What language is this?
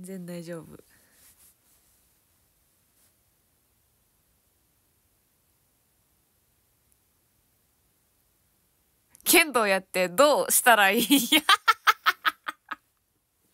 Japanese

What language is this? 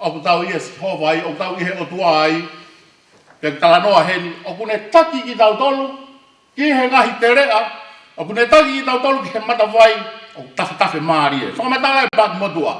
Tongan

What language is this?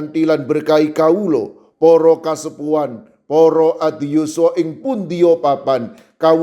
Javanese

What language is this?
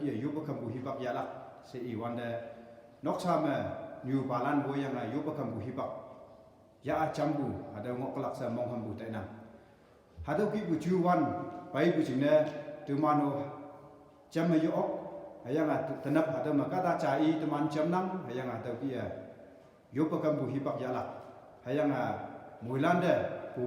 Konyak Naga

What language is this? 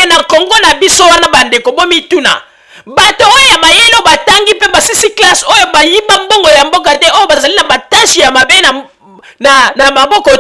Lingala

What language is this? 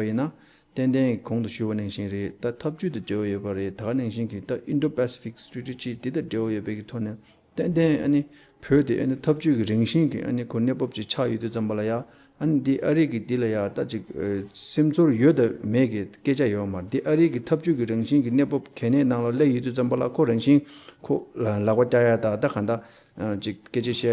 Tibetan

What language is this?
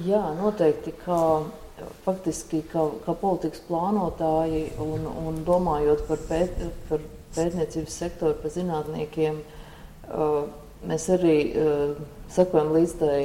Latvian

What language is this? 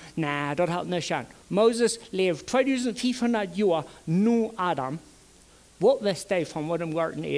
Plautdietsch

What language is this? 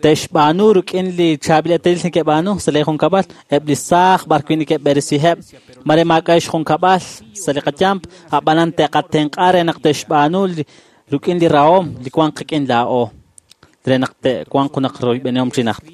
Kekchí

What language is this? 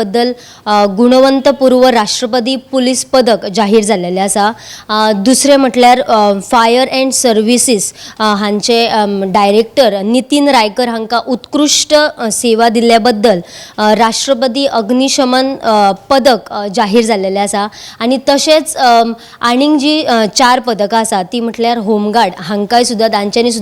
Konkani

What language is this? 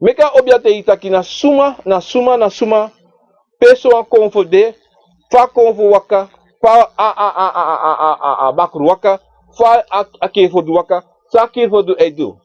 Sranan Tongo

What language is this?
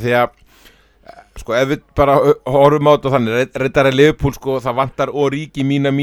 Icelandic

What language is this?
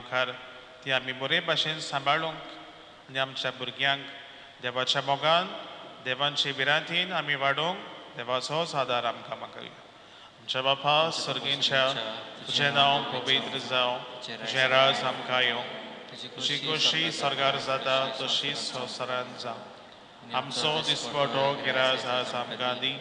Konkani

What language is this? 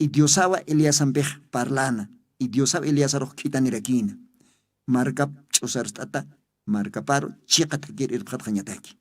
Aymara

